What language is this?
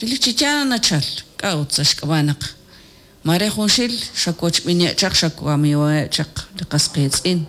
Kekchí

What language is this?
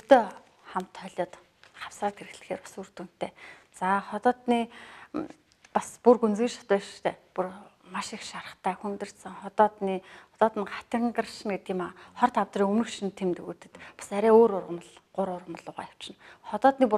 Mongolian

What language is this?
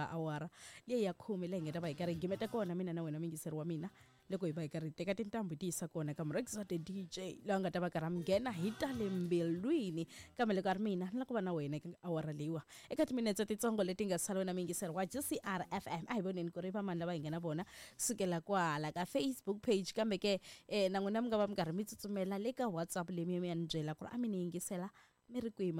Tsonga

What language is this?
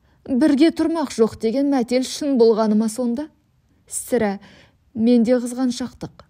Kazakh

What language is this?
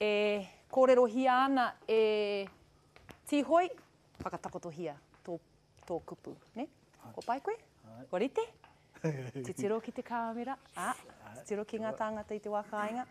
Māori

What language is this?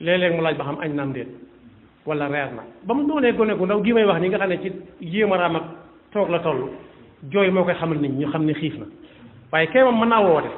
Wolof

